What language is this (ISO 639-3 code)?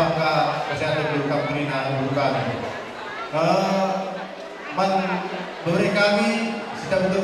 btx